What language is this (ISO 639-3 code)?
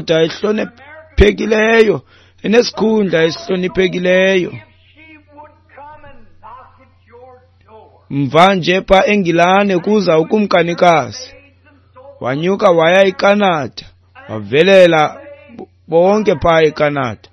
xho